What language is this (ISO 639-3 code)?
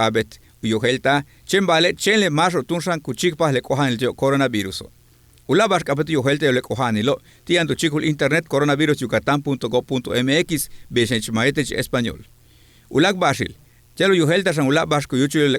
yua